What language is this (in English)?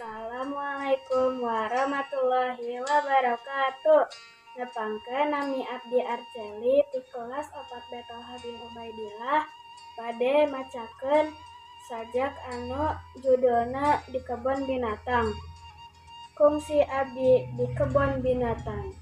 Sundanese